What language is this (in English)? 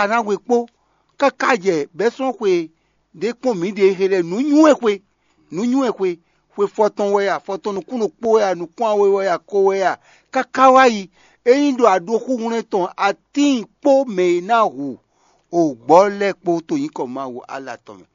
Fon